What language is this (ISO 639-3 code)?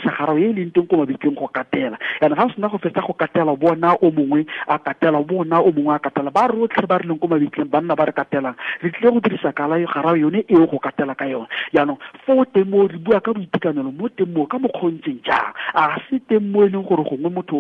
tsn